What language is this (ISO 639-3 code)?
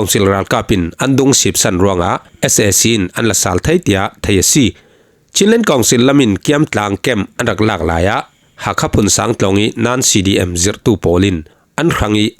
cfm